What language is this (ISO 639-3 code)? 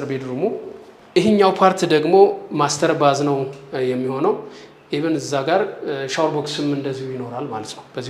amh